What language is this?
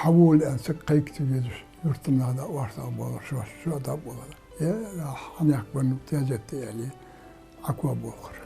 Ingush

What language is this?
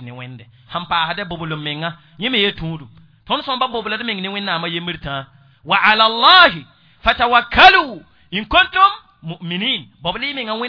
Mossi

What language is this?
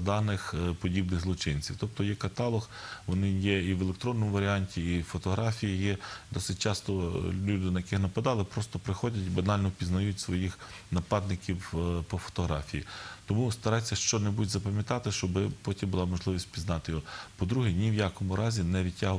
Ukrainian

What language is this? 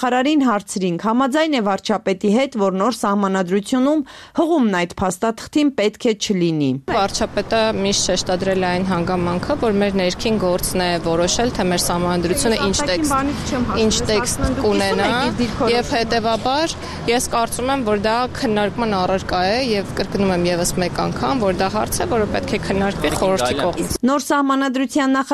Armenian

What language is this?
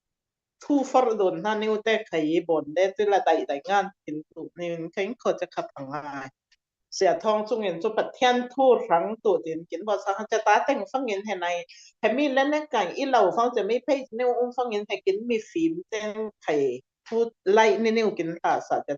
Falam Chin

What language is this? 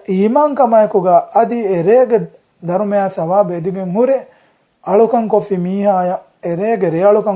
Divehi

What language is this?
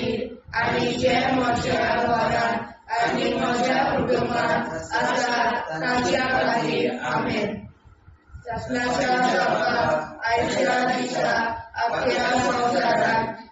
Konkani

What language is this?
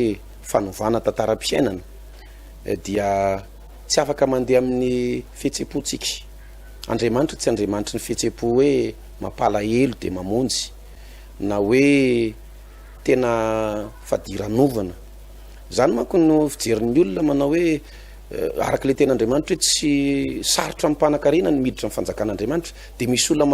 Malagasy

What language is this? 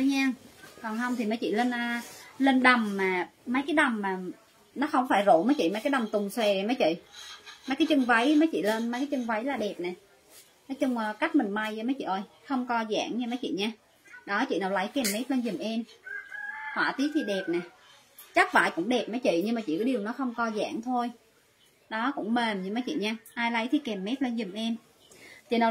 Vietnamese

